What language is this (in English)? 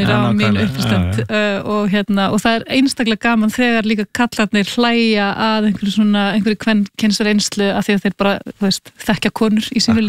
Icelandic